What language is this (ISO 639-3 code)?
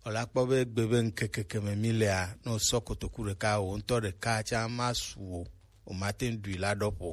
gej